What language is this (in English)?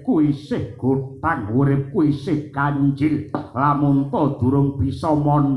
Javanese